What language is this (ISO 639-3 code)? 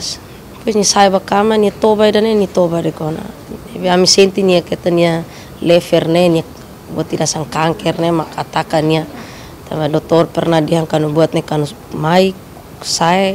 tet